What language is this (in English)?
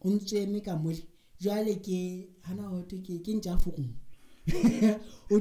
Southern Sotho